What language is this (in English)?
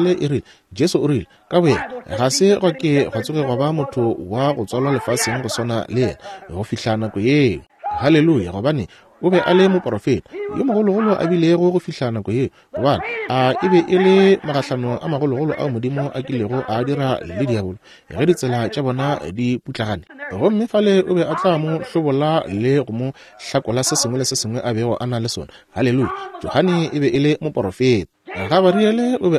Northern Sotho